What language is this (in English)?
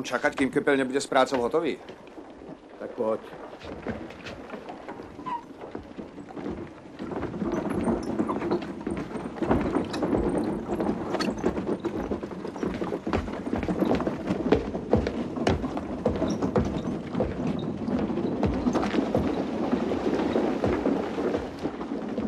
Slovak